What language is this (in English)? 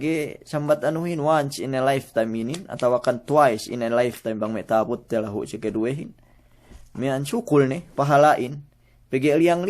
Yakan